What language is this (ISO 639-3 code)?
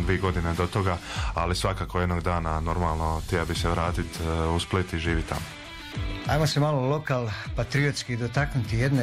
hrv